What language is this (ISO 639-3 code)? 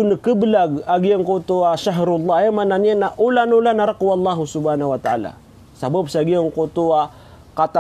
mrw